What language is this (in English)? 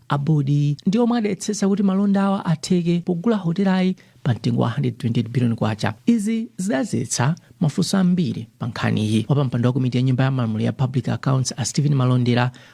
Nyanja